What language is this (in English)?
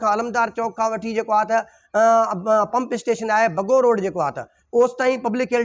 Sindhi